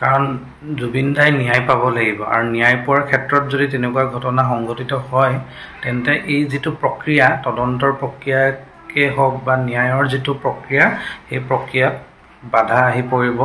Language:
Assamese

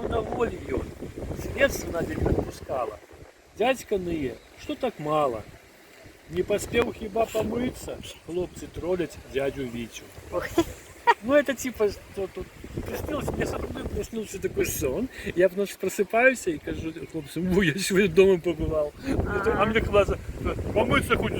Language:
Belarusian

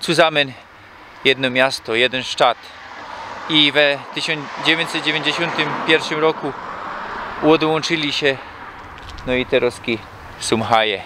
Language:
Silesian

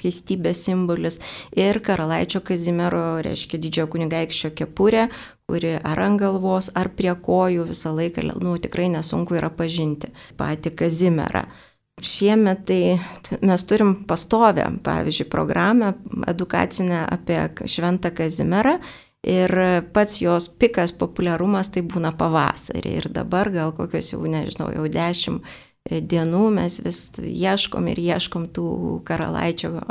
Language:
Lithuanian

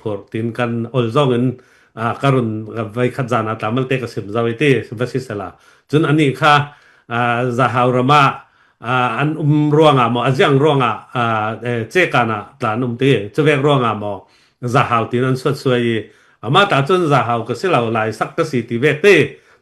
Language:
Falam Chin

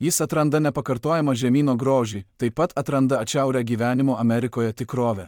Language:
Lithuanian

